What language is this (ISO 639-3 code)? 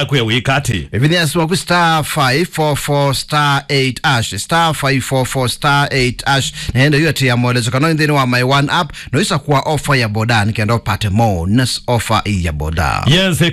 kam